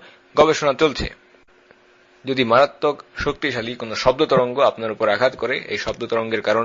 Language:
Bangla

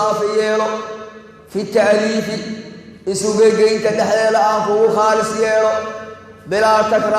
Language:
Somali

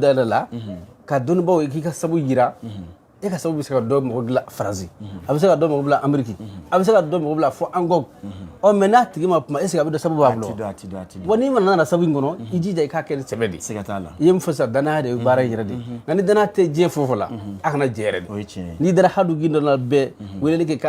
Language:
Bambara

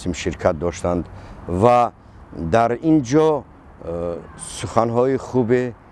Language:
Tajik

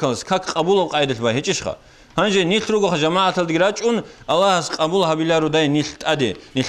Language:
Avaric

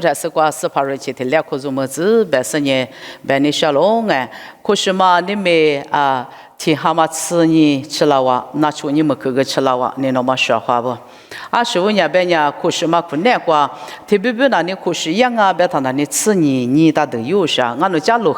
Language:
Lisu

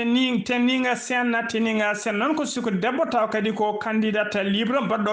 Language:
Fula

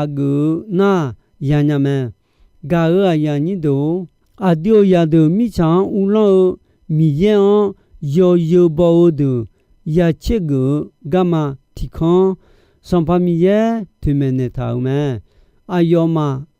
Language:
Akha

